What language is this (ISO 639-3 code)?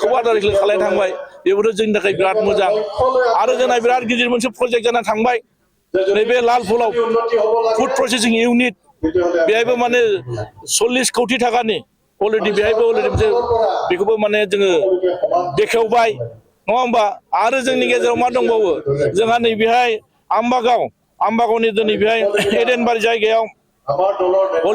brx